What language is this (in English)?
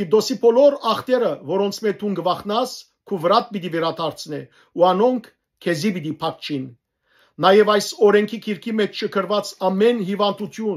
Western Armenian